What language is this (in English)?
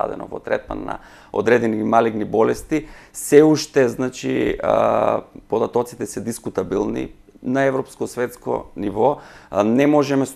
Macedonian